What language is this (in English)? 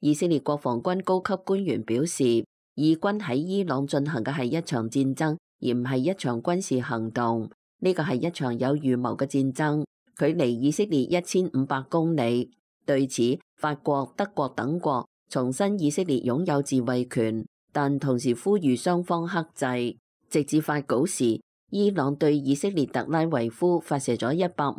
Cantonese